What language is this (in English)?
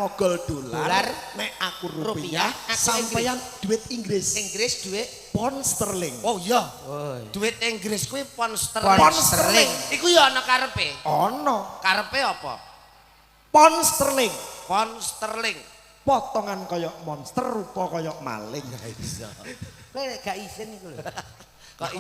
Javanese